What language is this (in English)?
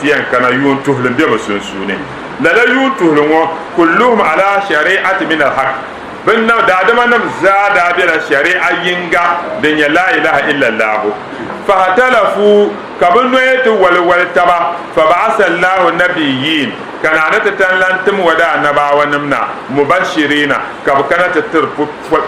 Dagbani